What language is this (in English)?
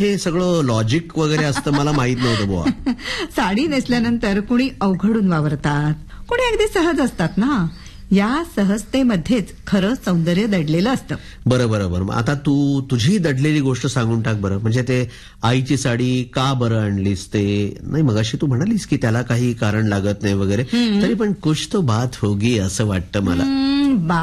Marathi